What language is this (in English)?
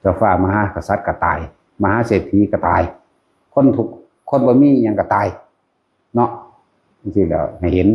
Lao